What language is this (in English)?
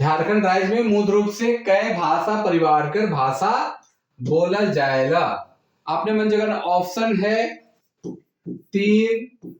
Sadri